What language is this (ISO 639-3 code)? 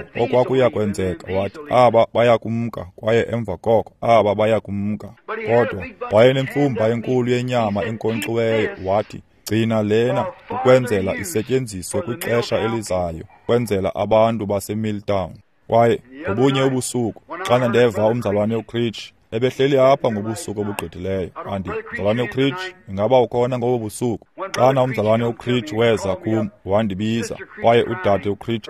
xho